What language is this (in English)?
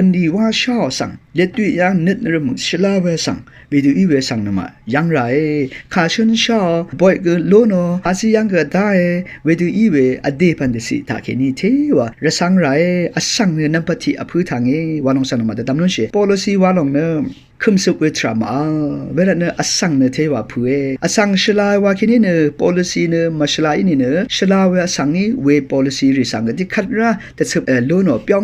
Rawang